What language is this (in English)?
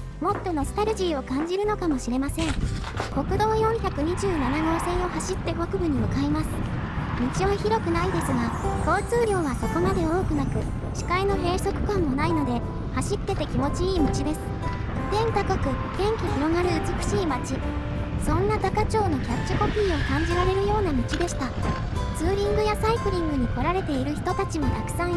Japanese